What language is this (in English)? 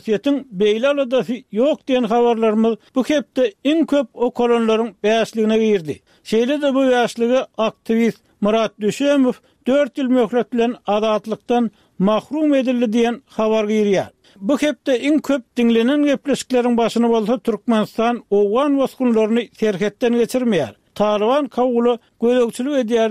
Turkmen